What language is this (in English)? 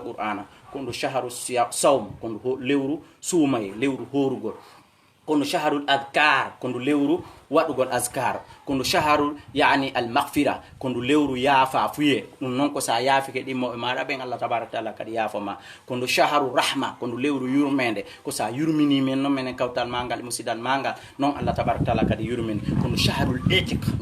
Fula